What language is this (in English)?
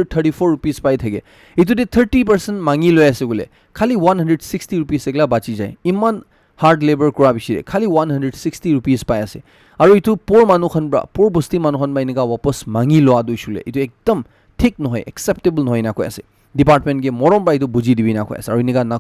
Naga Pidgin